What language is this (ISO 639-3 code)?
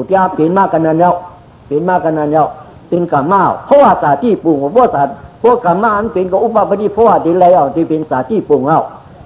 shn